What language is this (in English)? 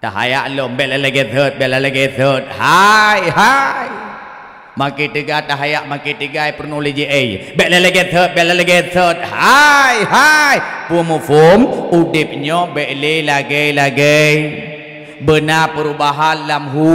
Achinese